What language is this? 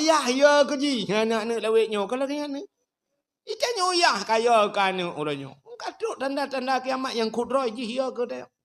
Achinese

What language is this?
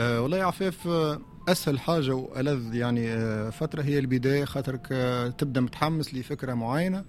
Tunisian Arabic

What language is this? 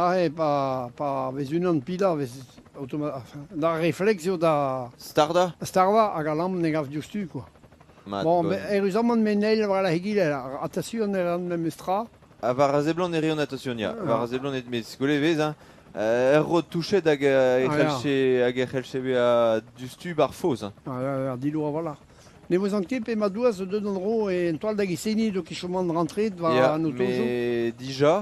Breton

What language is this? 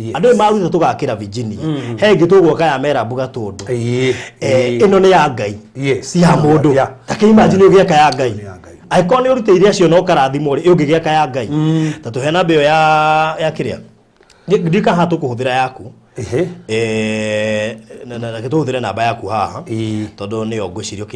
Kikuyu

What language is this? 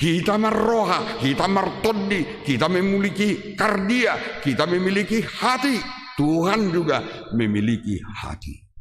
Batak Toba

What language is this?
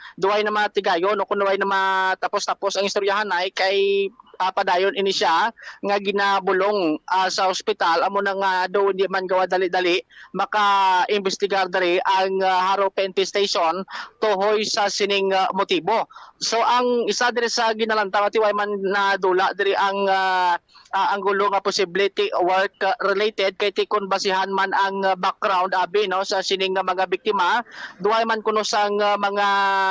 Hiligaynon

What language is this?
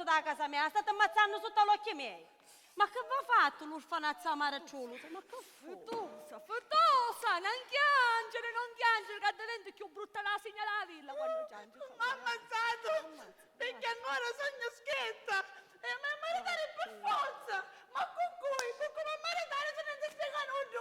Sicilian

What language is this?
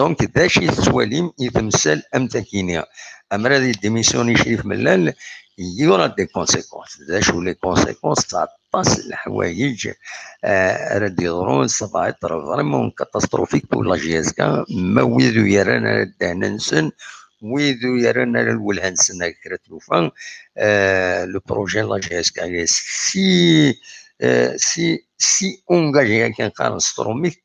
Kabyle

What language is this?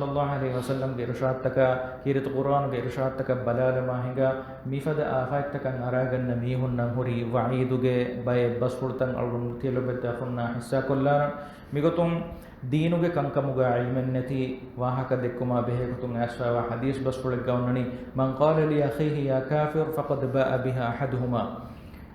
Divehi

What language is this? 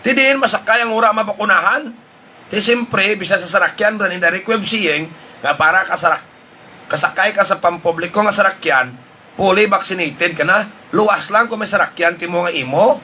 Hiligaynon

